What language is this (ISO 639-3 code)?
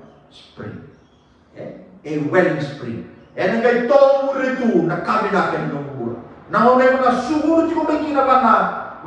fij